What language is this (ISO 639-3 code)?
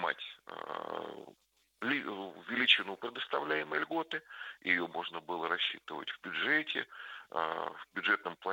rus